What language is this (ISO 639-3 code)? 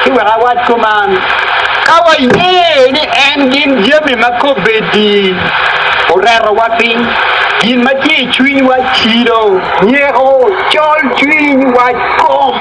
ach